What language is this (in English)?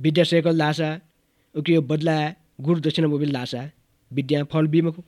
Newari